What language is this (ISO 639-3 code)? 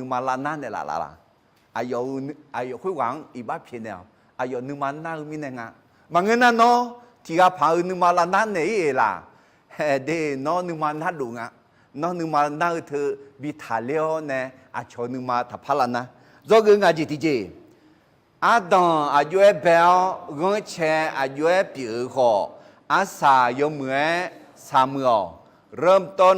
ahk